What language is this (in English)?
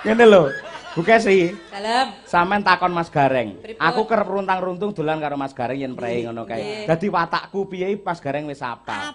Javanese